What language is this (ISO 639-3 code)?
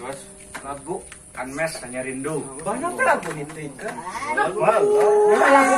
bjn